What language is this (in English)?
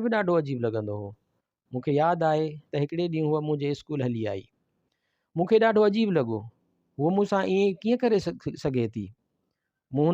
Sindhi